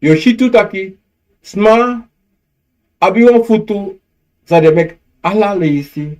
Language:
Sranan Tongo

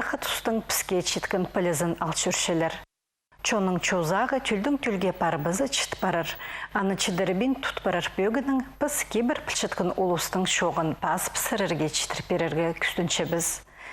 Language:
Khakas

